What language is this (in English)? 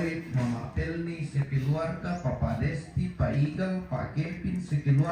Toraja-Sa'dan